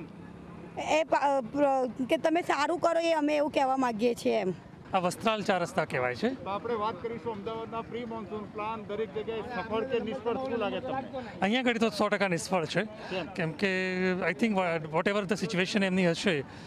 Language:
Gujarati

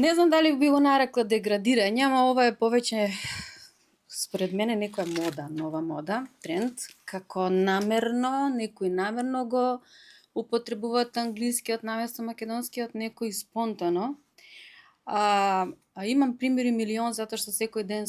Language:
Macedonian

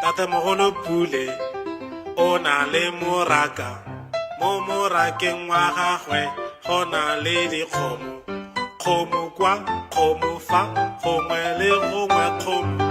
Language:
Tswana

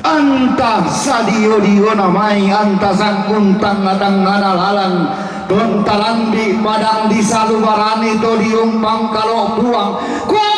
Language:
Toraja-Sa'dan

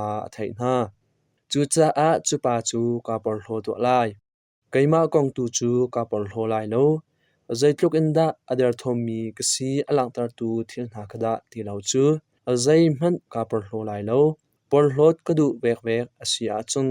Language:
Hakha Chin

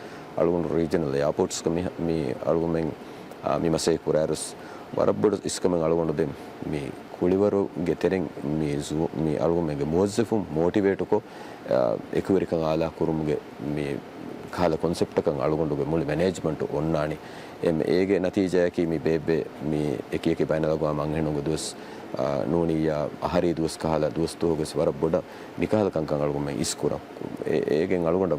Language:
Divehi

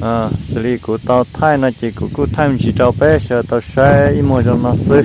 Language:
Hmong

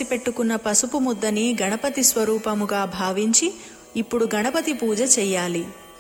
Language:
Telugu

